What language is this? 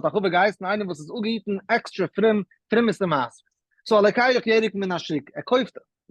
Yiddish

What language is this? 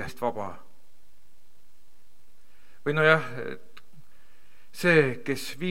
Estonian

